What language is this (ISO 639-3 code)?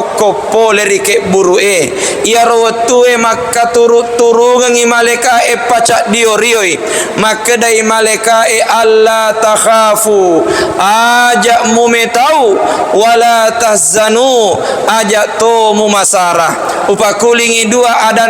bug